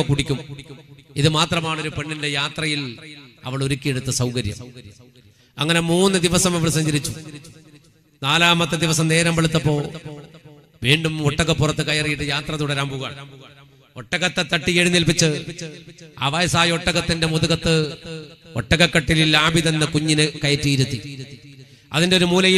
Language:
Malayalam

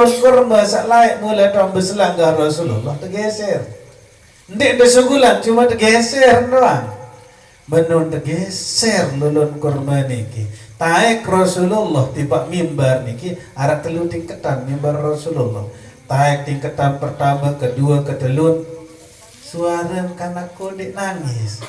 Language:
Sasak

